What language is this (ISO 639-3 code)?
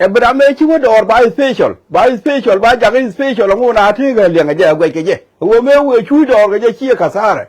nus